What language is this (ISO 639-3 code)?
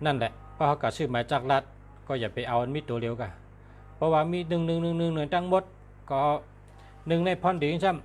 shn